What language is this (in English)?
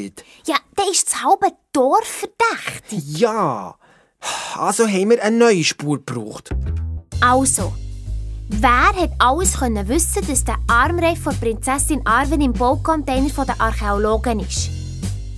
Swiss German